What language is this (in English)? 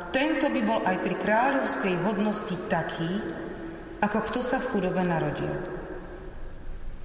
Slovak